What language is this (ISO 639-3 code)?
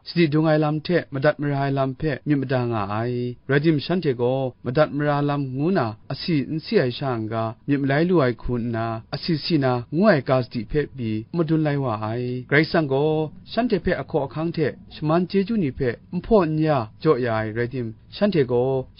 kac